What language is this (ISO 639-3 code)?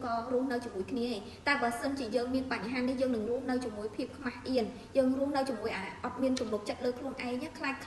khm